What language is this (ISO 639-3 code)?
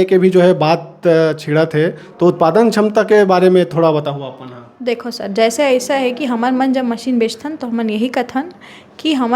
hne